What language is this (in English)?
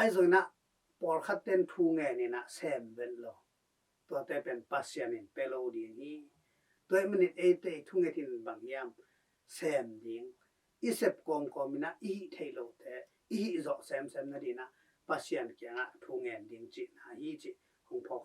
Tedim Chin